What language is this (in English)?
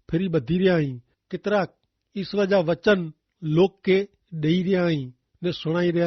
Kachhi